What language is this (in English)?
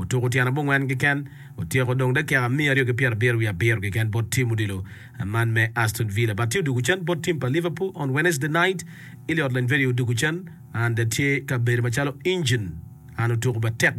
Acoli